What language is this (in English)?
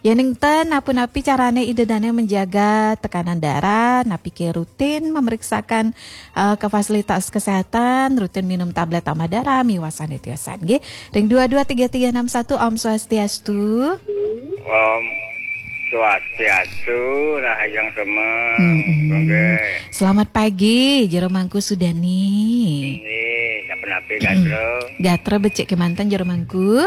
Balinese